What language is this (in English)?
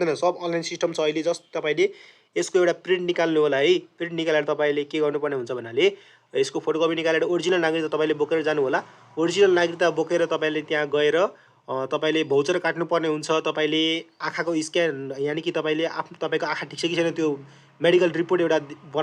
Nepali